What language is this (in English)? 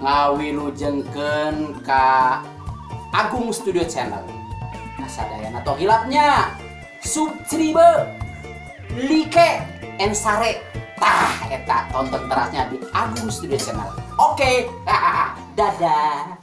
Sundanese